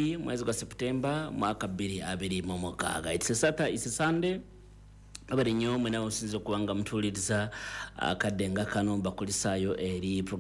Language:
Ganda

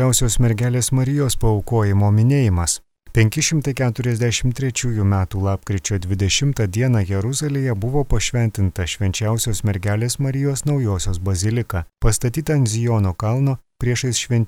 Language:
Lithuanian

